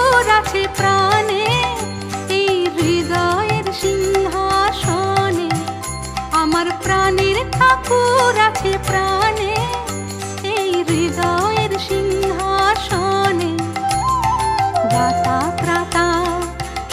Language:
Bangla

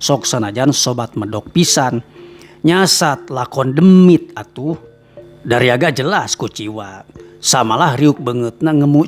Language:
Sundanese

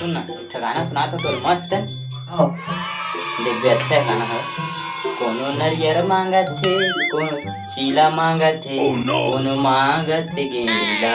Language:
Chhattisgarhi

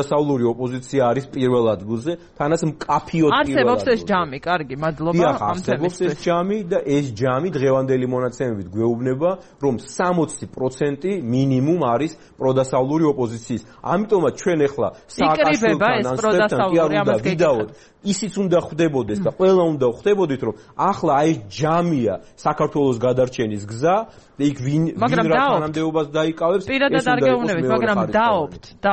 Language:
Georgian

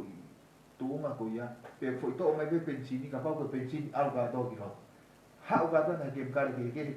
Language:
Tongan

